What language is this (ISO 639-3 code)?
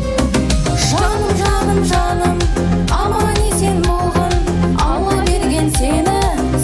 kaa